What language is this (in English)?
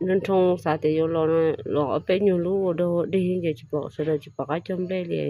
Hmong